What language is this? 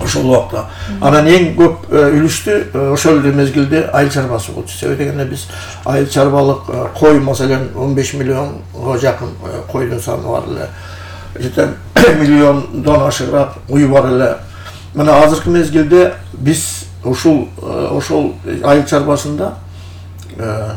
Kyrgyz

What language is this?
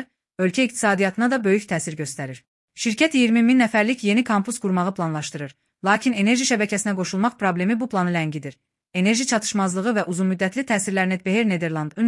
Azerbaijani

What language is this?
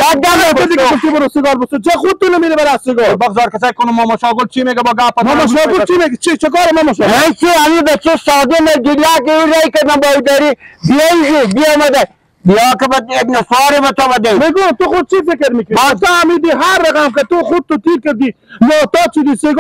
Persian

